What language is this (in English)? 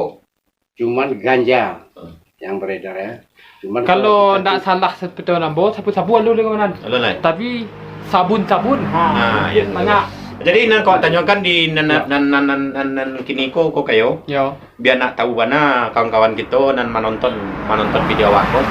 Minangkabau